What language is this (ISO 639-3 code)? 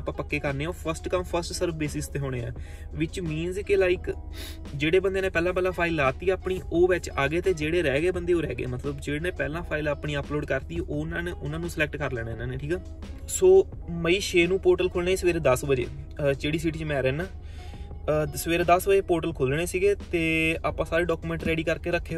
pan